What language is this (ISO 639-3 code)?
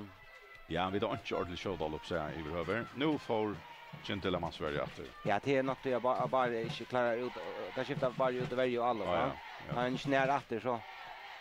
fao